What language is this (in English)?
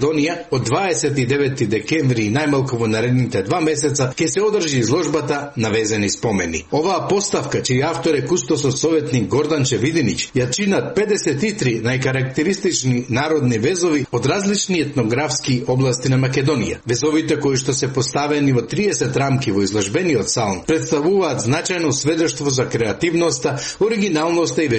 Macedonian